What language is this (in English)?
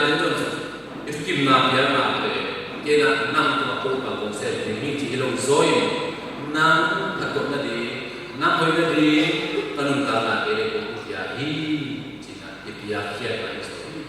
Tedim Chin